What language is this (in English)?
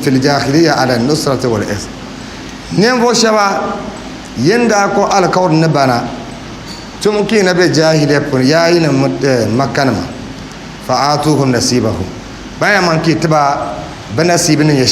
Dagbani